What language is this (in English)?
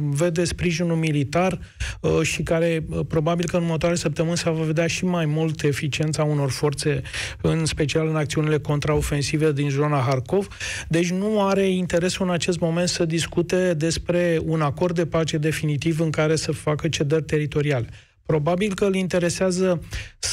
Romanian